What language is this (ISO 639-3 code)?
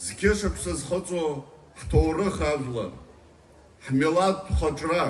abk